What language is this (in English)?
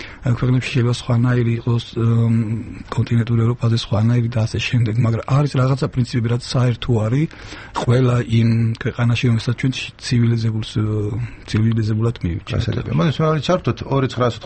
Georgian